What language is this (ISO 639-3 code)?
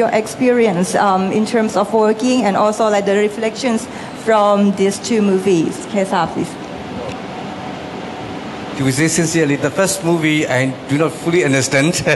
tha